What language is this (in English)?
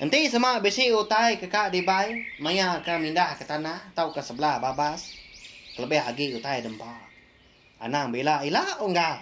Iban